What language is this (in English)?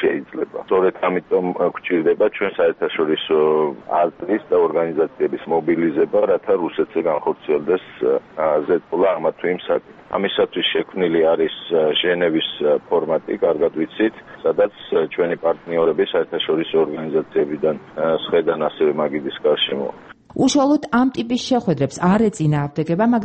Georgian